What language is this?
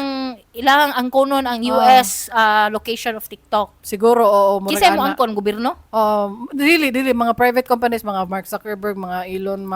Cebuano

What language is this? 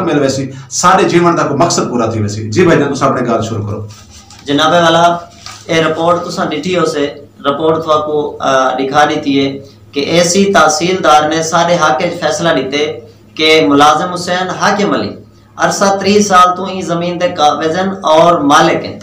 Saraiki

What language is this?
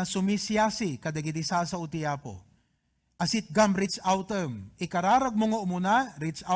Iloko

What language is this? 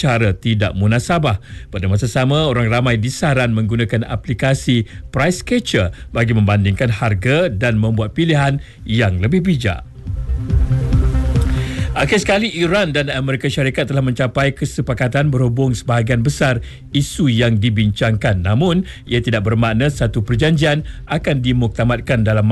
Malay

